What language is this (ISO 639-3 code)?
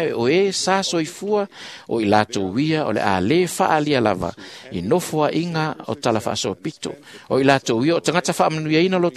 smo